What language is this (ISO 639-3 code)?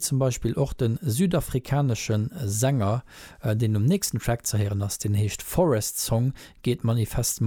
ltz